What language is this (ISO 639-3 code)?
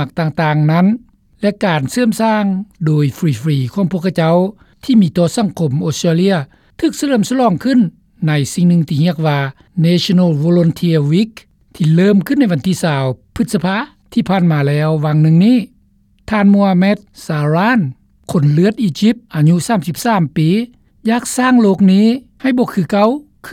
lao